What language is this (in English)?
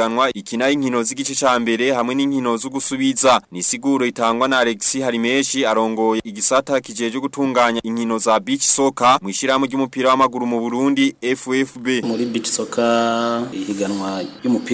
Rundi